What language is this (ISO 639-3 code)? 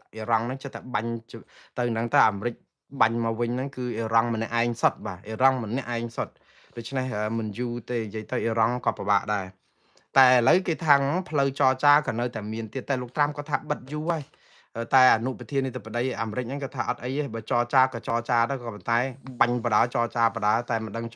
khm